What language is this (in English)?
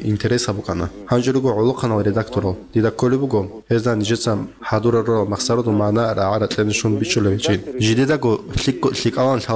Avaric